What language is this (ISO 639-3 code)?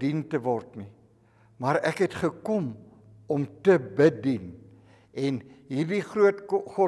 afr